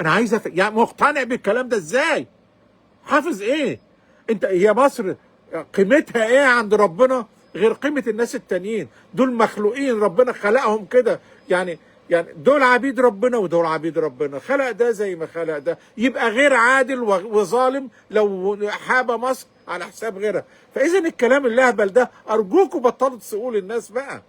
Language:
Egyptian Arabic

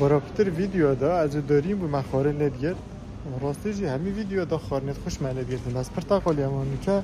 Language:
Kurdish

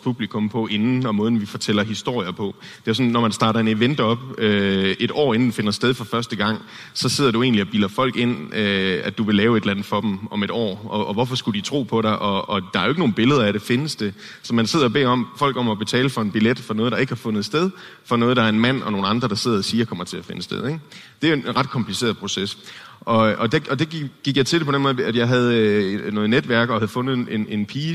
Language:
Danish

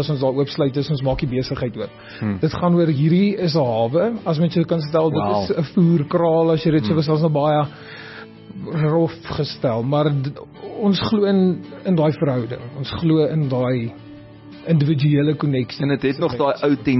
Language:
Afrikaans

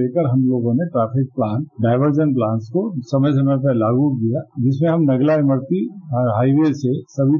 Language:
Hindi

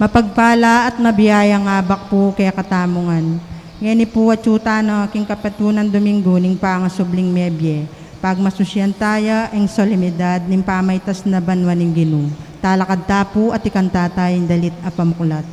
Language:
Pampanga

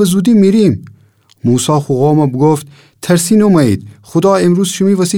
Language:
Gilaki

